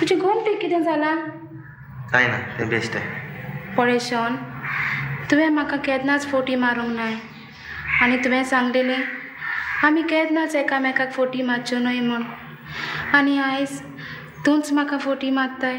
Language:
Konkani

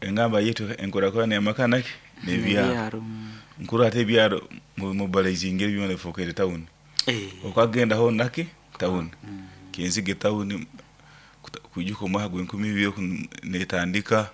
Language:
Nyoro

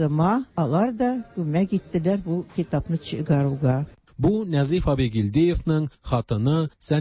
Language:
Tatar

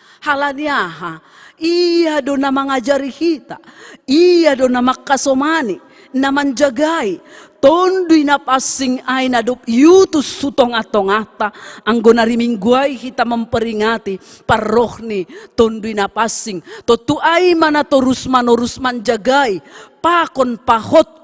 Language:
Batak Simalungun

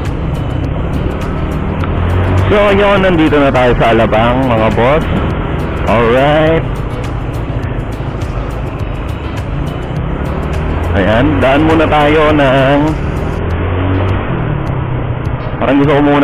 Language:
Filipino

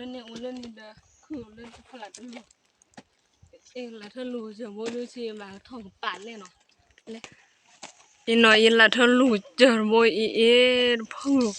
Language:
S'gaw Karen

